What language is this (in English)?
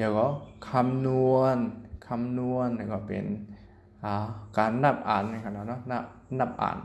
Shan